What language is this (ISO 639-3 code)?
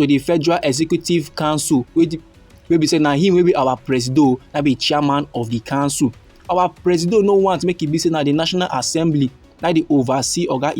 pcm